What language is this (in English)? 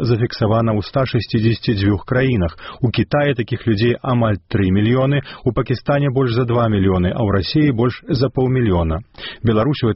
Belarusian